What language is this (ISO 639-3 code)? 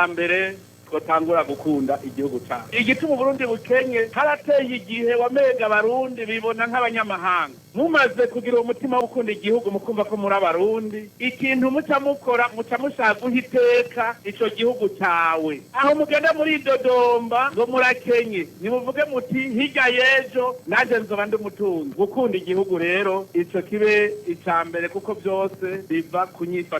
run